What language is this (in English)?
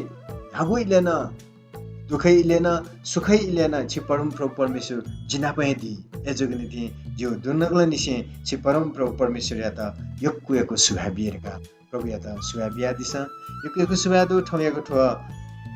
Newari